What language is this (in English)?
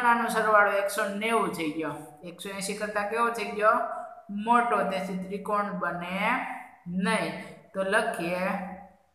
Gujarati